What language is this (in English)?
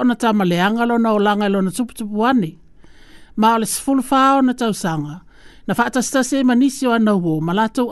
Samoan